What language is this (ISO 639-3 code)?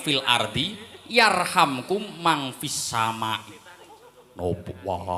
jav